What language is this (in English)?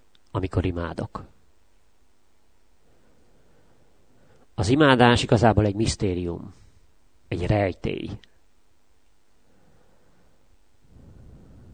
Hungarian